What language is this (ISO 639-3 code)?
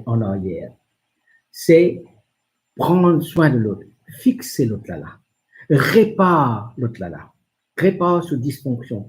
mfe